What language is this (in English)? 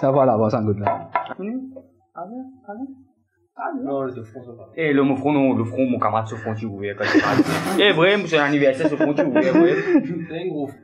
Morisyen